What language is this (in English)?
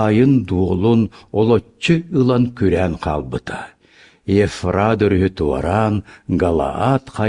Yakut